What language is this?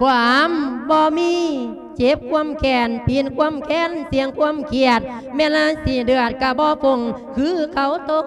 Lao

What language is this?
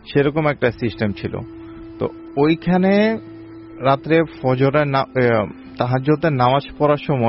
Bangla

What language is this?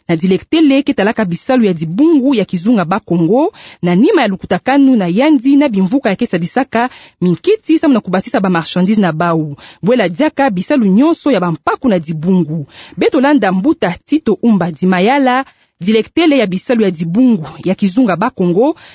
Kituba (Democratic Republic of Congo)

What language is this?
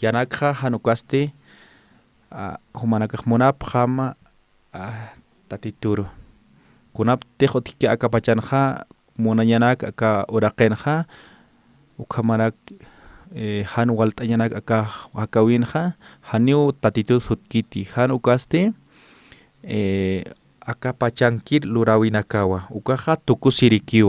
Aymara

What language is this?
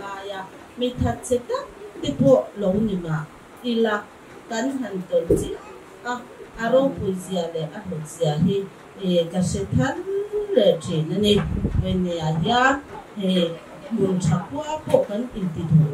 Mizo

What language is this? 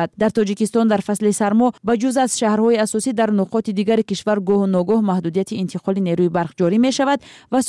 Persian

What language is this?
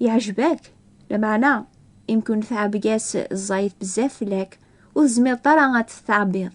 Kabyle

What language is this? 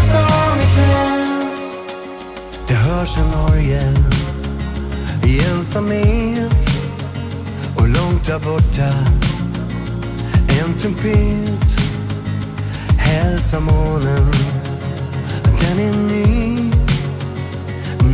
Swedish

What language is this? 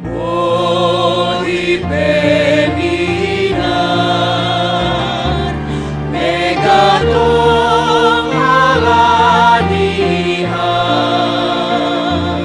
Batak Simalungun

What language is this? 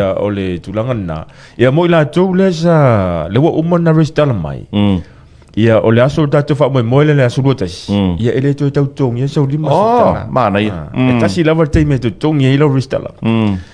Samoan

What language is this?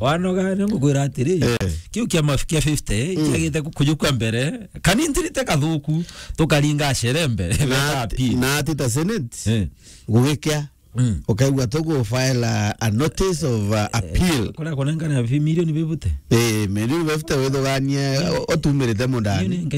Meru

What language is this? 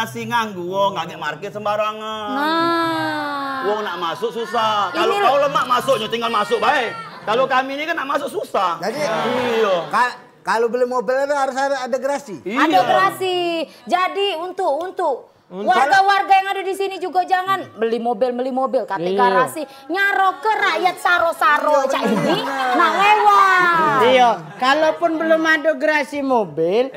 Musi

